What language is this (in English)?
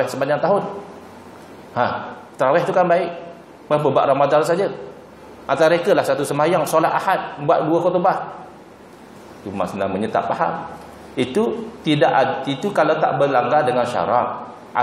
Malay